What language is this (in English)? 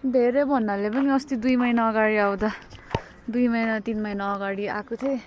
Nepali